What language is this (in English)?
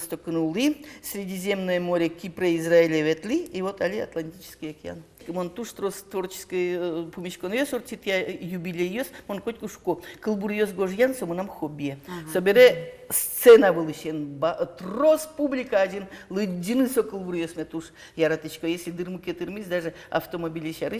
Udmurt